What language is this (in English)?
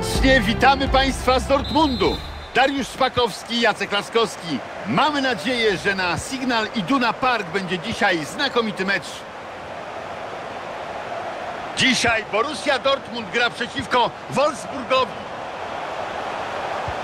Polish